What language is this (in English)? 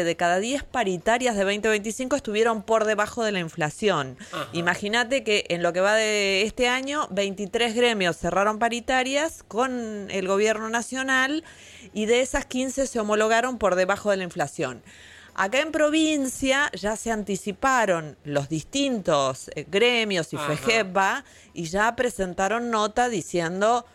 Spanish